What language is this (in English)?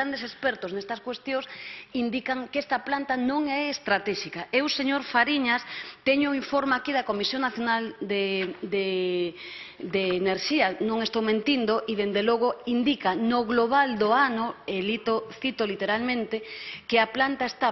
Galician